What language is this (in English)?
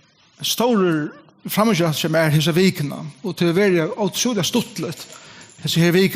Faroese